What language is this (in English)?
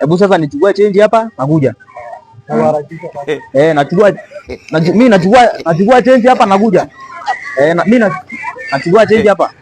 Swahili